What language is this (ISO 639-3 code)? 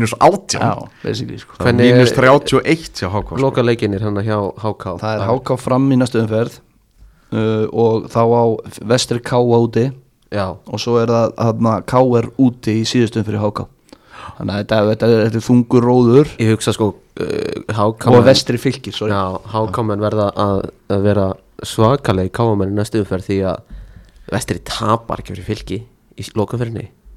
isl